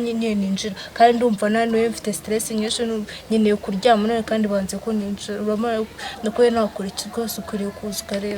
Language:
Kinyarwanda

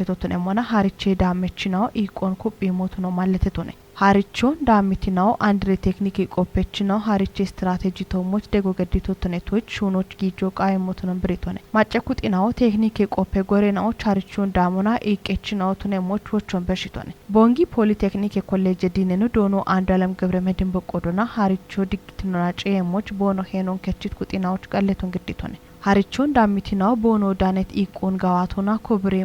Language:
Kafa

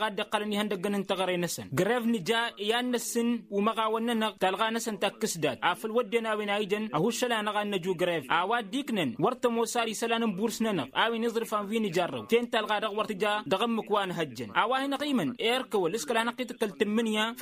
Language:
Tamasheq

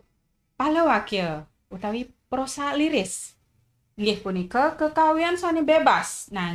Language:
Balinese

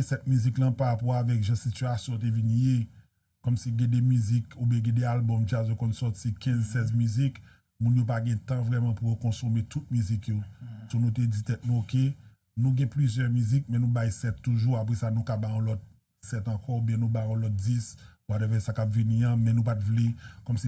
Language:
Haitian Creole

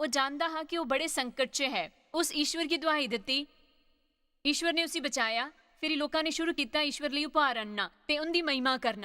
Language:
Dogri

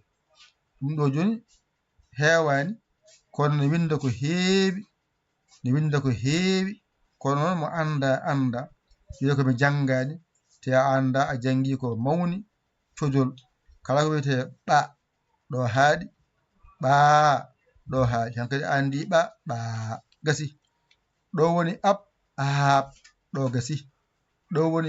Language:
Fula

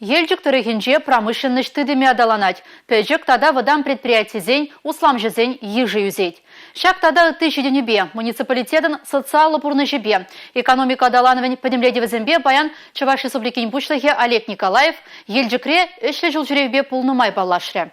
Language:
Chuvash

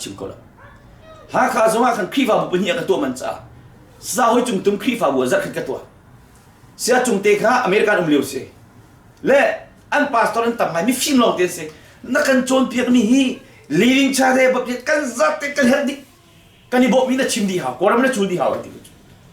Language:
Hakha Chin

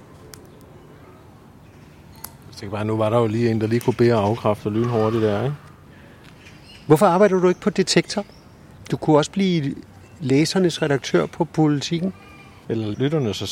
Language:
Danish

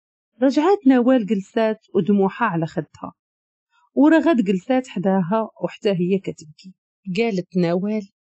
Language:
Moroccan Arabic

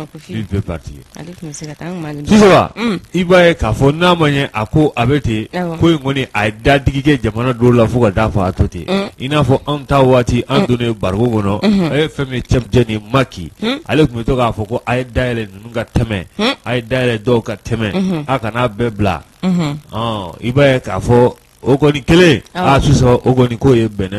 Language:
Bambara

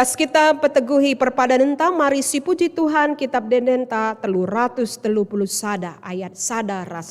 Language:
Batak Karo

